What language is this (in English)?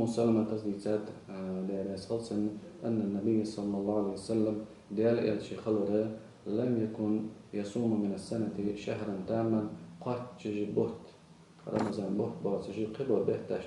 Ingush